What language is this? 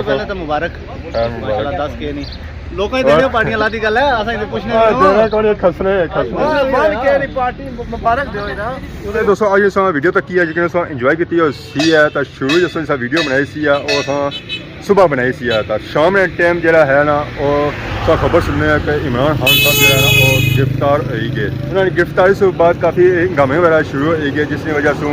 Pahari-Potwari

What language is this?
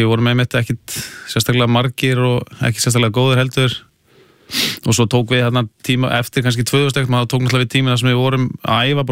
Icelandic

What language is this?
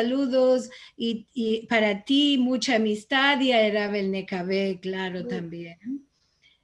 Ladino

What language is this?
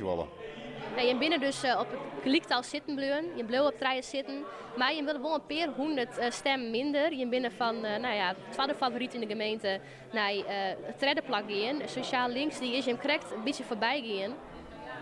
Western Frisian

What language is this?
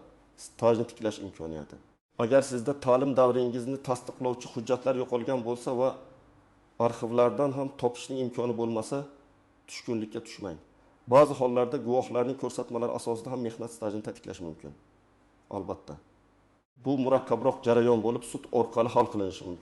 Uzbek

